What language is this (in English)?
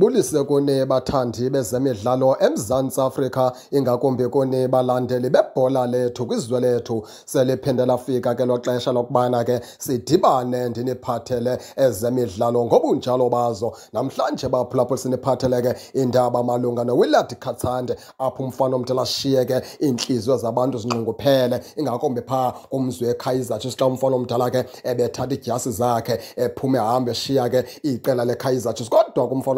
Xhosa